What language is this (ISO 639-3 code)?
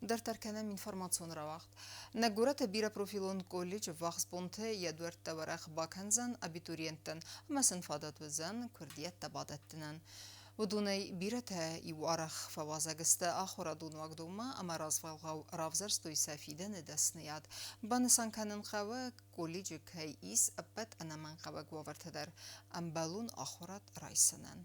oss